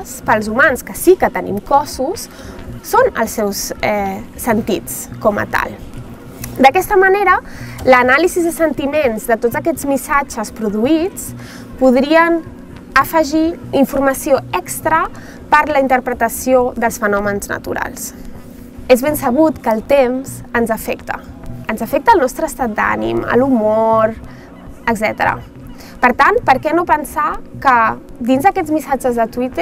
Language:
Catalan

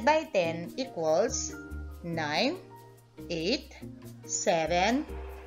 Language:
Pampanga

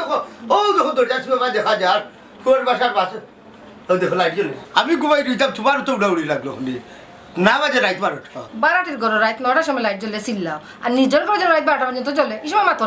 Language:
Sylheti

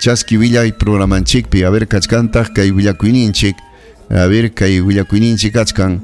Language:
Ayacucho Quechua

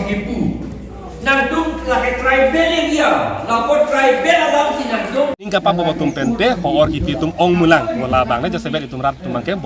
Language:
Karbi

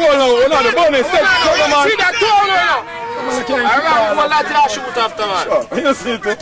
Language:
Jamaican Creole English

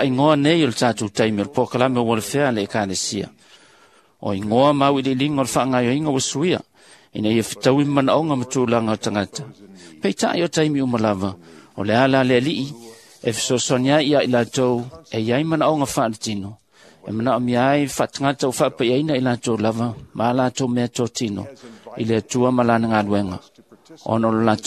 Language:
Samoan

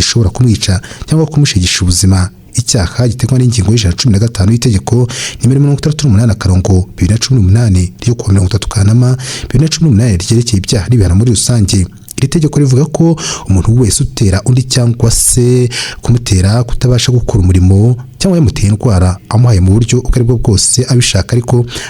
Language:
Kinyarwanda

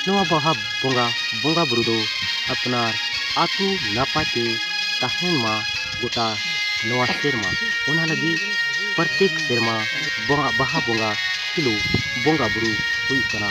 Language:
Santali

